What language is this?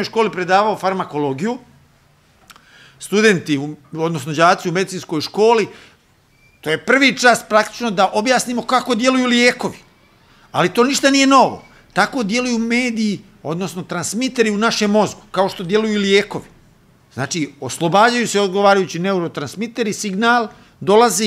Serbian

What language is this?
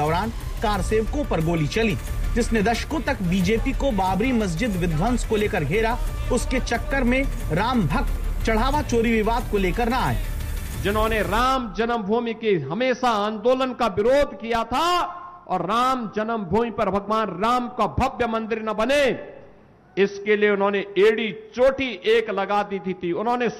Hindi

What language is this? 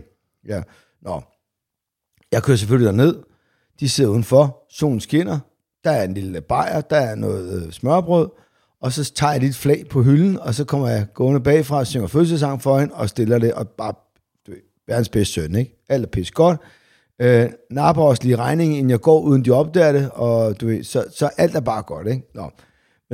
Danish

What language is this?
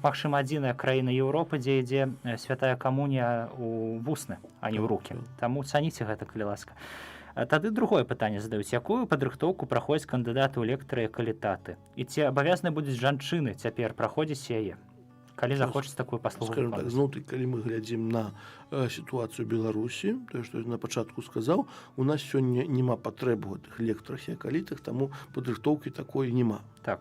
Belarusian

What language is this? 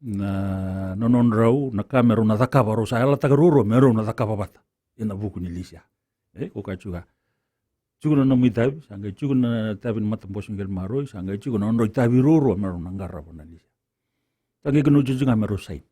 Fijian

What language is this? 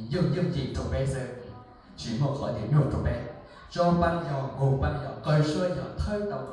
Hmong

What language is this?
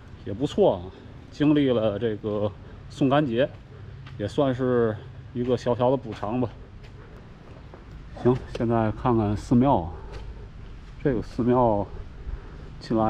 Chinese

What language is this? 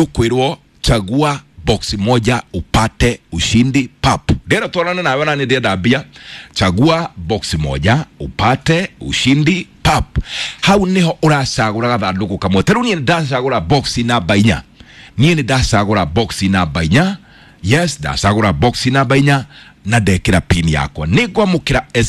Kikuyu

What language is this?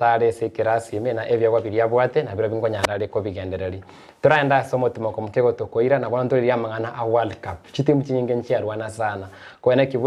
Gusii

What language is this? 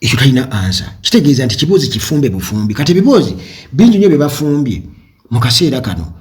Ganda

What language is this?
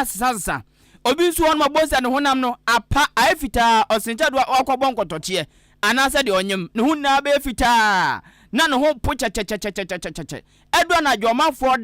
Akan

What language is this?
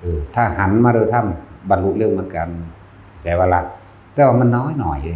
Northeastern Thai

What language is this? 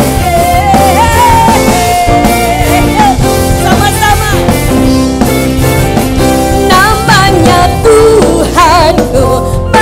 Indonesian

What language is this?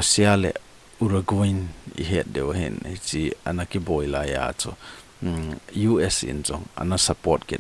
Thado Chin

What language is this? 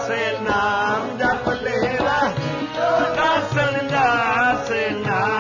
Punjabi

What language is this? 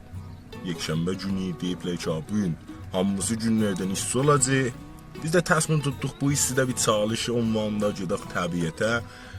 South Azerbaijani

